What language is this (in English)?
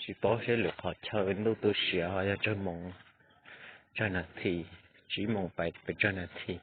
Hmong